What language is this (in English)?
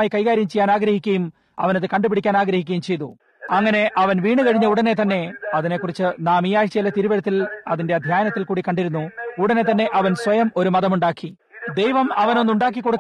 Malayalam